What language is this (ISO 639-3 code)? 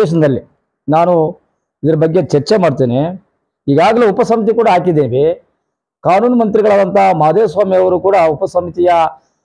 kan